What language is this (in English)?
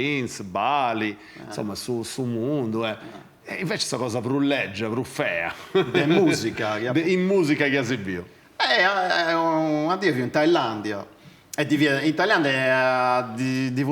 Sardinian